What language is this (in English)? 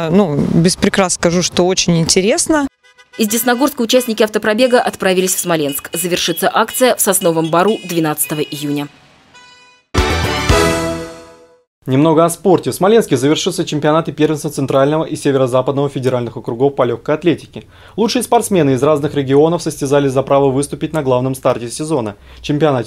Russian